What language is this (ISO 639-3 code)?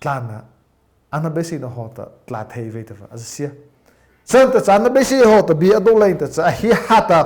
mrh